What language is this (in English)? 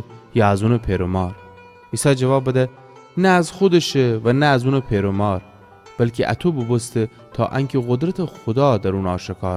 Gilaki